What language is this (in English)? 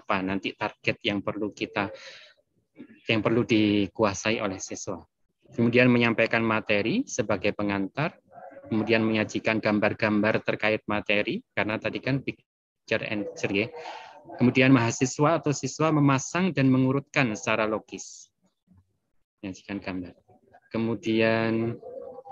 Indonesian